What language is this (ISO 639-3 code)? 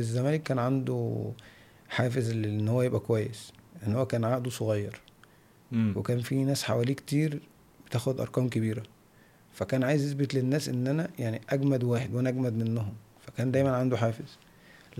arz